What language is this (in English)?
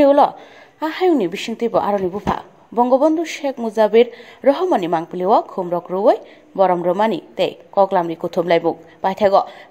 Kok Borok